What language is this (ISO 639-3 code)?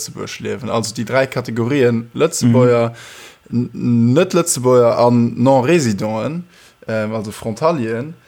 ltz